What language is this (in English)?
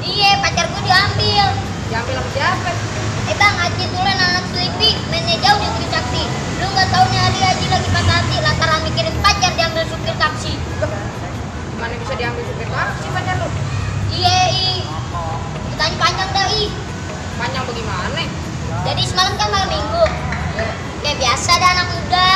Betawi